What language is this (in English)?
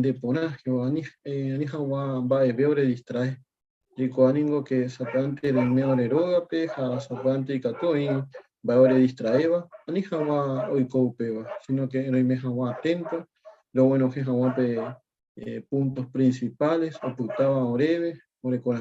Guarani